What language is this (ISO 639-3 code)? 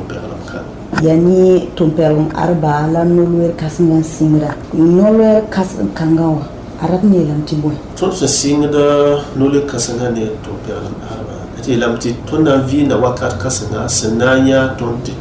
mos